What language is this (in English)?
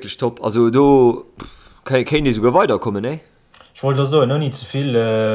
Luxembourgish